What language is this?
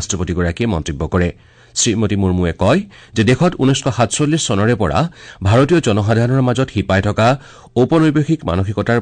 Assamese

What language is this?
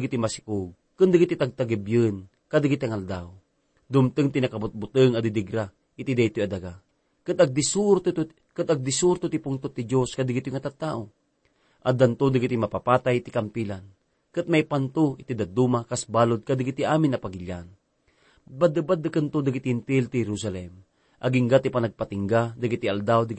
Iloko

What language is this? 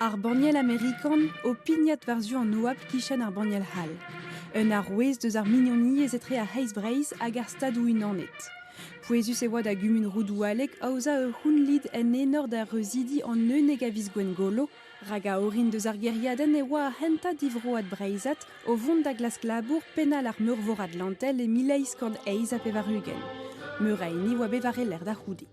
Breton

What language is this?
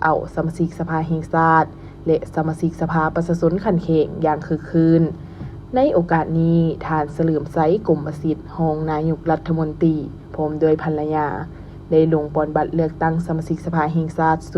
Lao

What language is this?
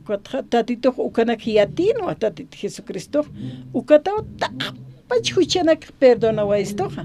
Aymara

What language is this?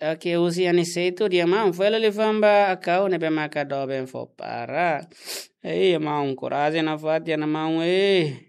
Tetum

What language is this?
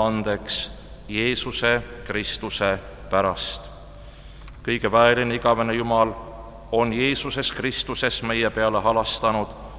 Estonian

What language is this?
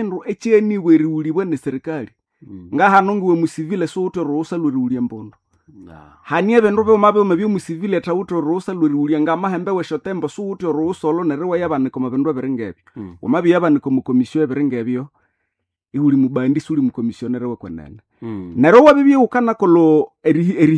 Nande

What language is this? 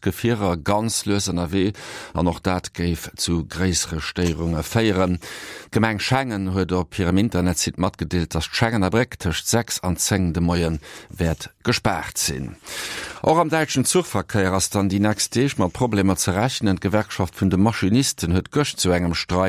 Luxembourgish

